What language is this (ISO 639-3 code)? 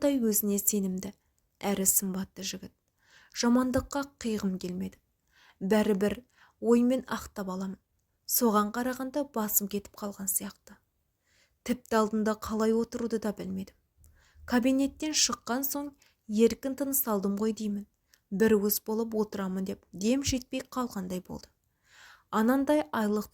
kaz